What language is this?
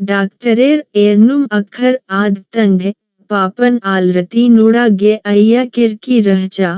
Kurukh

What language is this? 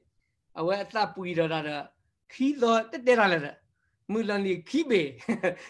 S'gaw Karen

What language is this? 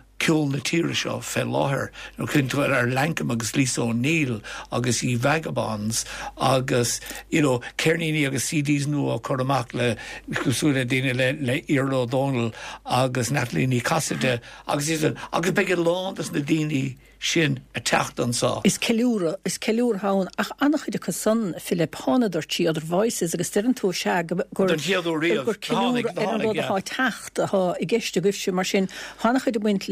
Irish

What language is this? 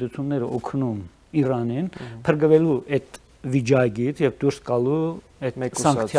Armenian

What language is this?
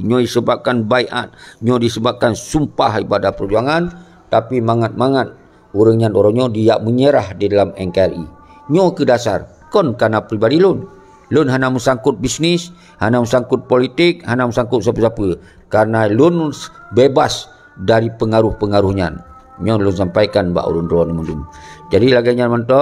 Achinese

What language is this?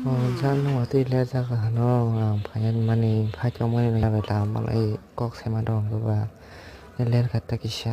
Kok Borok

